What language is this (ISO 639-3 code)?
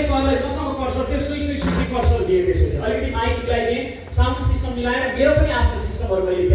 nep